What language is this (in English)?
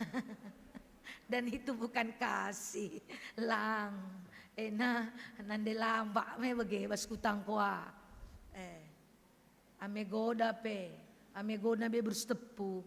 Batak Karo